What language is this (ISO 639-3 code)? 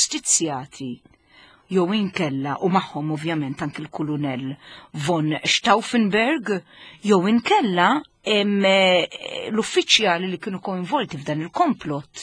mlt